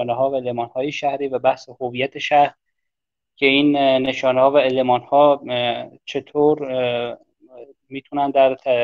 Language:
Persian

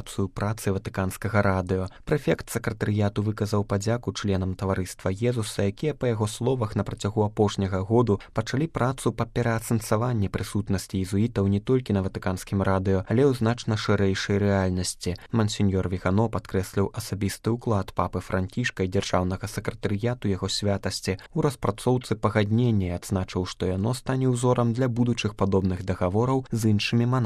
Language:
Belarusian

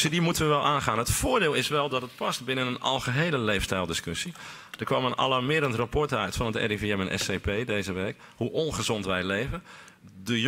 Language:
Dutch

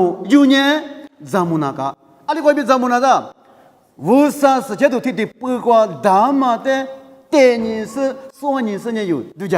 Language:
Lisu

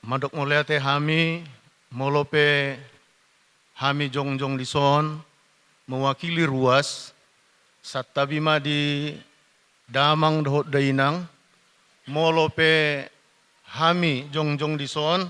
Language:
Batak Toba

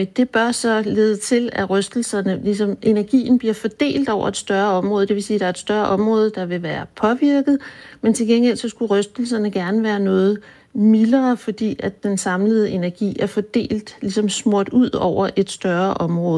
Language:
Danish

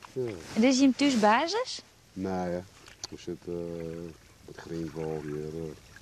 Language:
Western Frisian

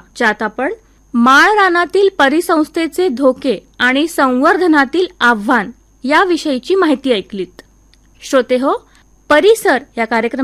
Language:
Marathi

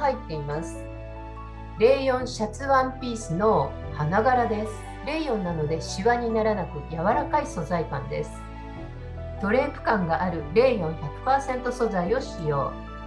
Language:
Japanese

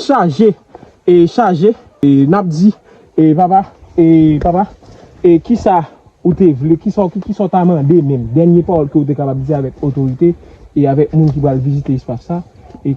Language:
Haitian Creole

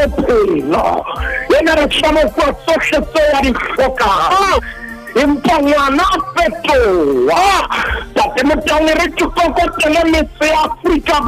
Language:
Southern Sotho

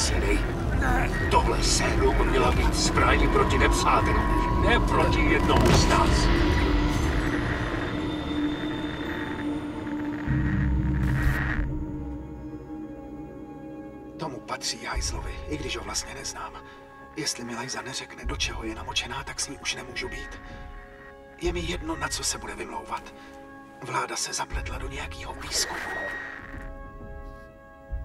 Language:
Czech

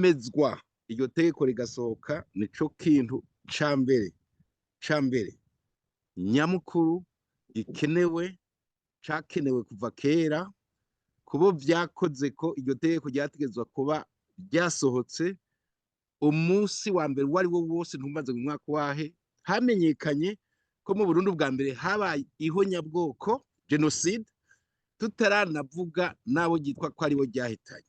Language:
Rundi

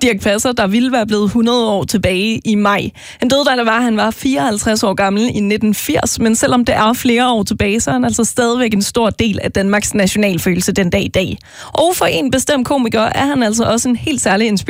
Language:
Danish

